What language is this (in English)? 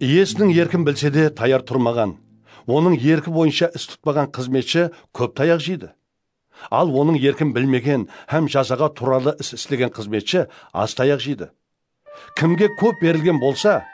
Kara-Kalpak